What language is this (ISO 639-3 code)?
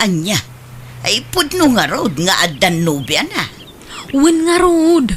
ilo